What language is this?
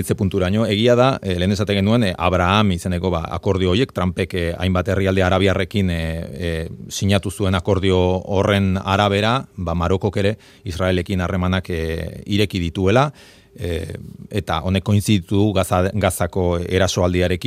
Basque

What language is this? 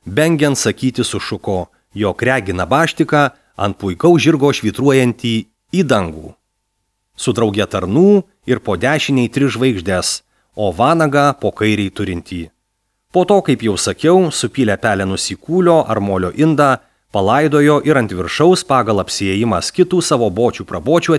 Lithuanian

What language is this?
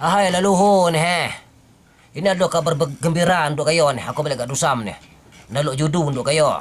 Minangkabau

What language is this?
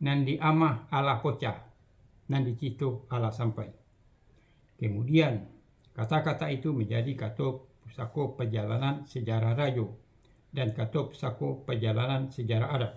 Minangkabau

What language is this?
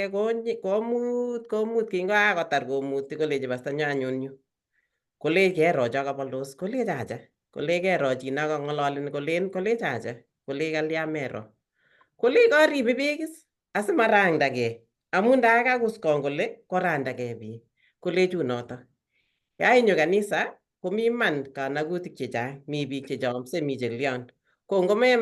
Kalenjin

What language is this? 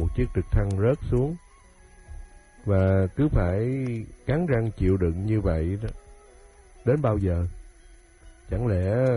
Vietnamese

